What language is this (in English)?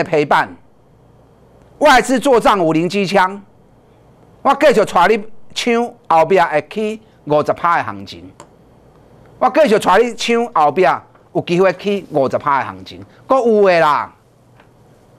Chinese